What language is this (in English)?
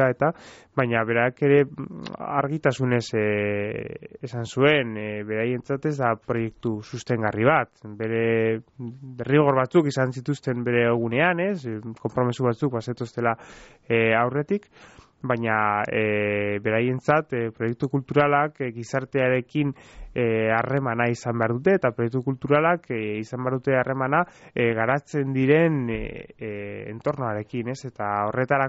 Basque